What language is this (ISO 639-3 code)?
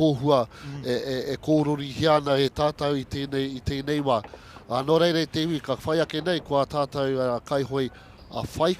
mri